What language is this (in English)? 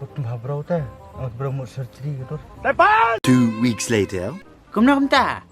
Khasi